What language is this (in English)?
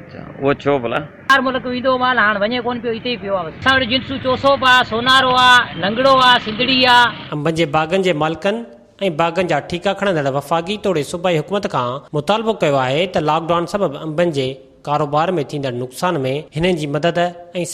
Sindhi